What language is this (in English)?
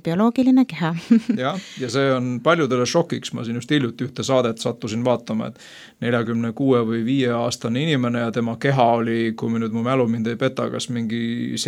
Estonian